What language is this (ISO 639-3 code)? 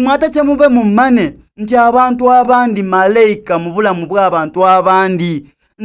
xog